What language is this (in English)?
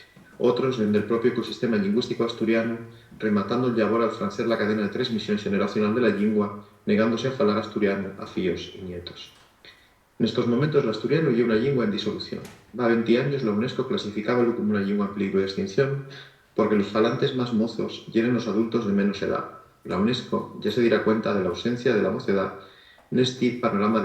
Asturian